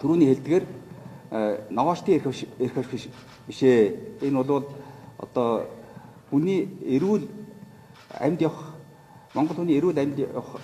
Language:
Mongolian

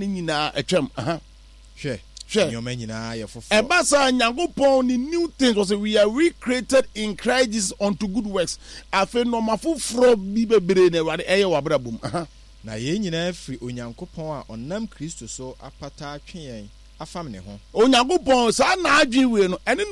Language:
Akan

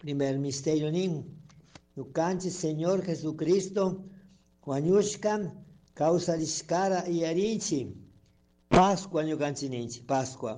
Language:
Chimborazo Highland Quichua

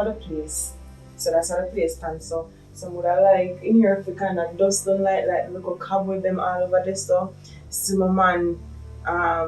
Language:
Jamaican Creole English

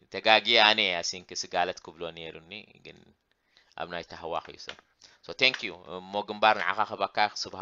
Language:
Tigrinya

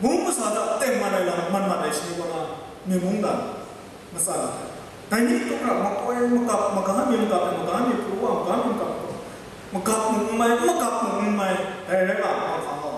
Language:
Kachin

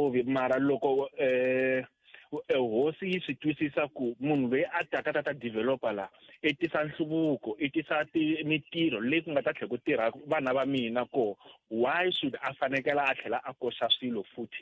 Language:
Tsonga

